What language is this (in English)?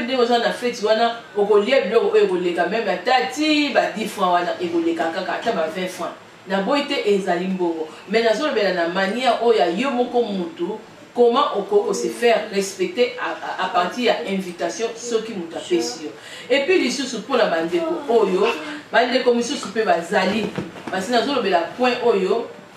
Lingala